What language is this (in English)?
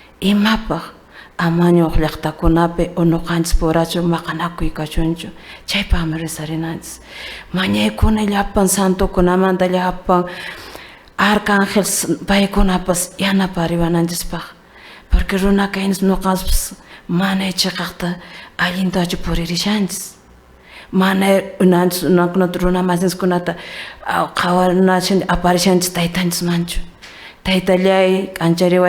Quechua